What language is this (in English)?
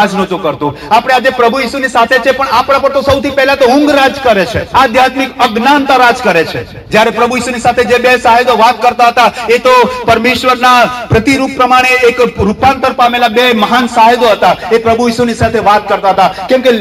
Gujarati